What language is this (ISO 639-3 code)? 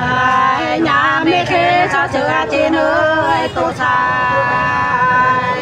nut